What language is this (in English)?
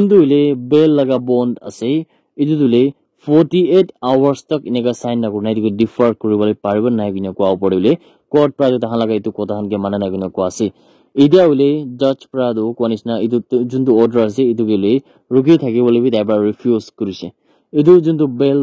Naga Pidgin